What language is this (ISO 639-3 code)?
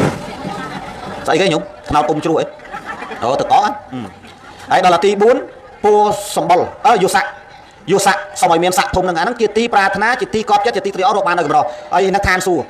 khm